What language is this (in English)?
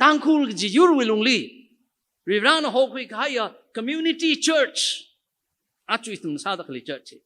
Tangkhul Naga (India)